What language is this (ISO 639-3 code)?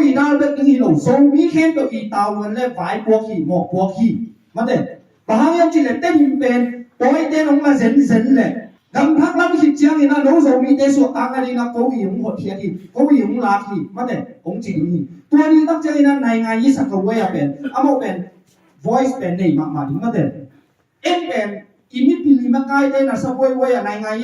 ctd